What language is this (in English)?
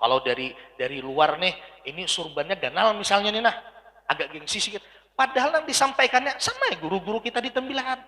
Banjar